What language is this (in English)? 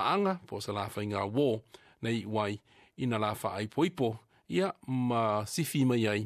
Samoan